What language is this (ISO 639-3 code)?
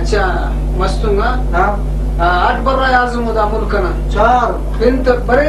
brh